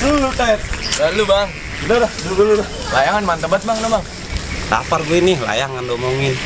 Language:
Betawi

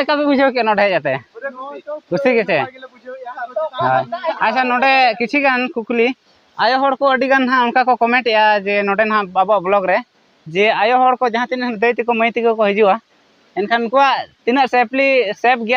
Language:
Santali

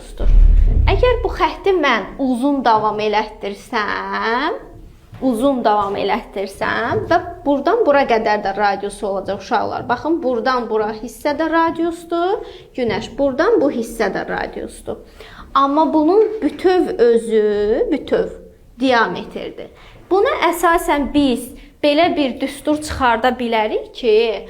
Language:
Azerbaijani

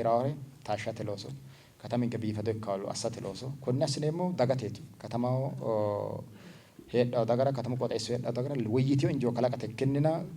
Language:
Sidamo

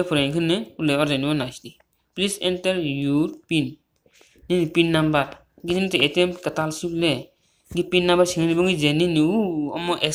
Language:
Kok Borok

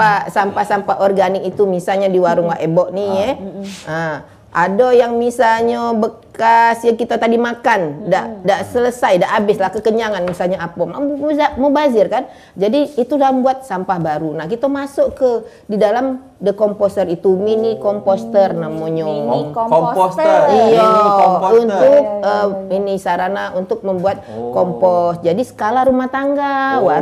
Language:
Musi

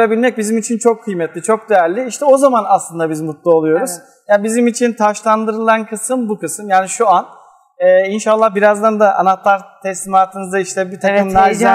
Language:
Turkish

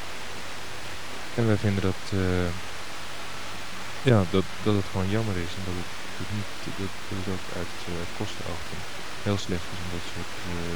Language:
Dutch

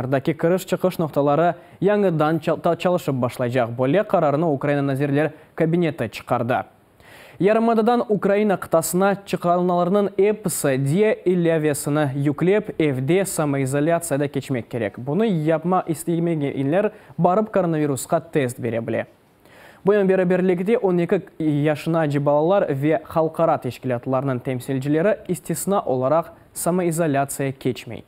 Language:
Crimean Tatar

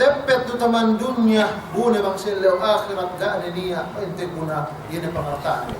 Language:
Yakan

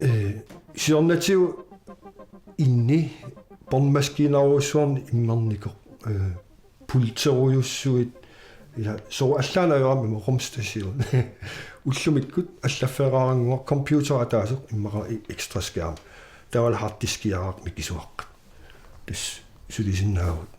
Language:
Kalaallisut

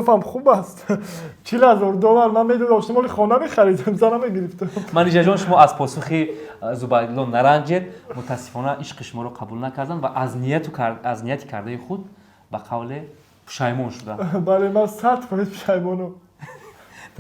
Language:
Tajik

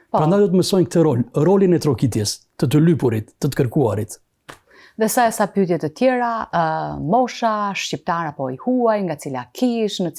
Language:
Albanian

